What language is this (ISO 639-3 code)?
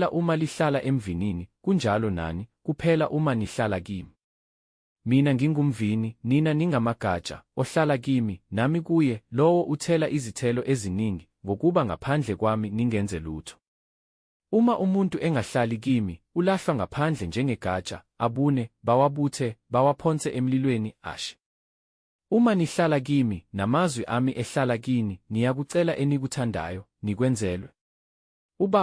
zul